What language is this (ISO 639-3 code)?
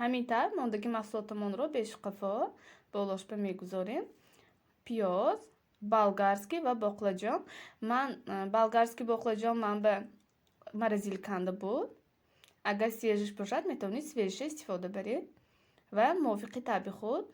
tgk